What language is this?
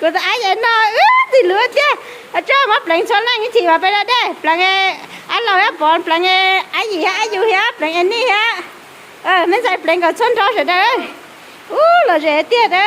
Hmong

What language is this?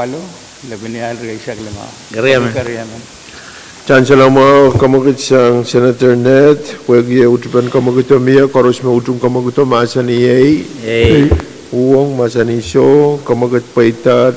Pohnpeian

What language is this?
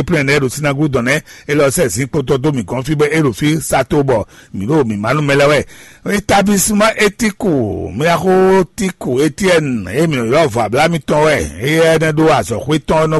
Fon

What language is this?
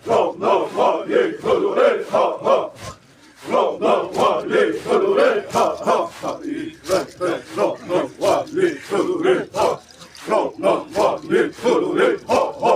Xavánte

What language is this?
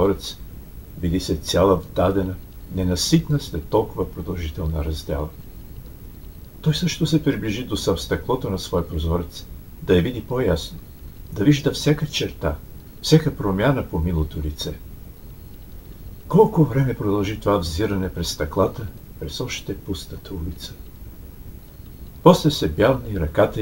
Bulgarian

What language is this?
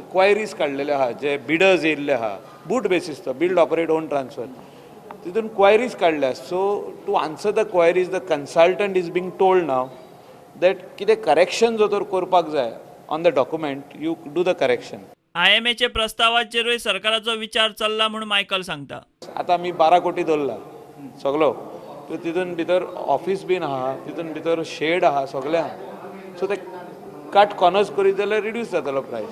Konkani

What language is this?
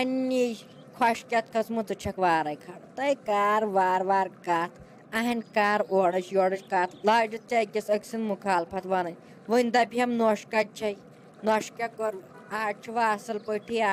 Kashmiri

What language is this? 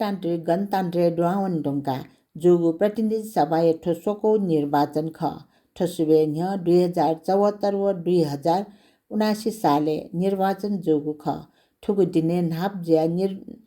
Newari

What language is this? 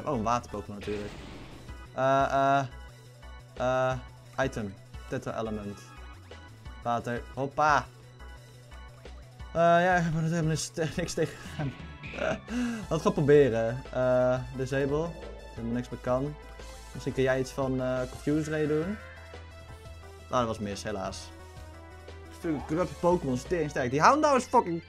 Dutch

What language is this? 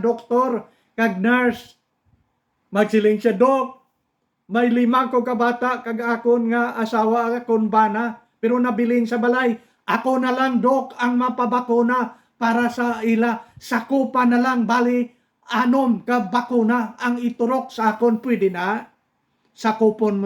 Hiligaynon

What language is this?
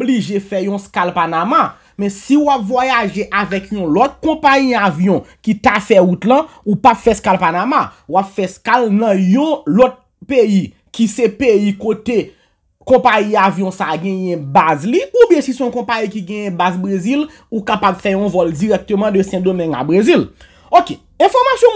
Haitian Creole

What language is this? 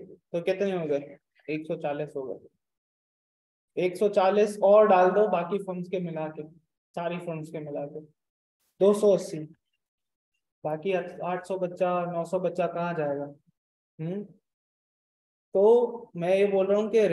Hindi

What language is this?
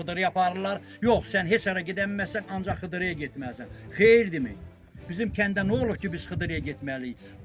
Azerbaijani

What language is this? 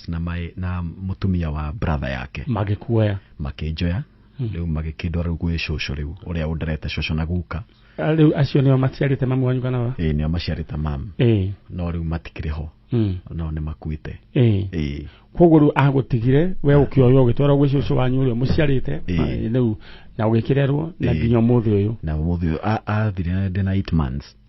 Kikuyu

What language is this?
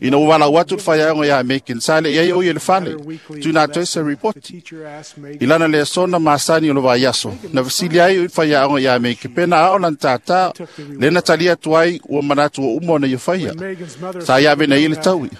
Samoan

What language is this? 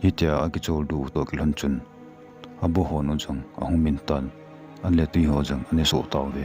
Thado Chin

